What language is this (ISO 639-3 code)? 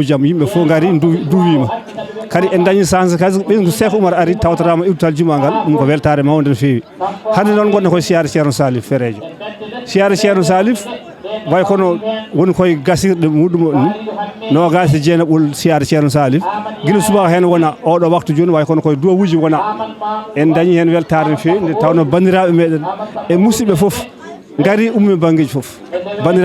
ful